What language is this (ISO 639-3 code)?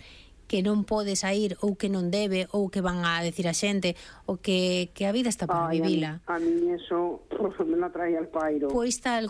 glg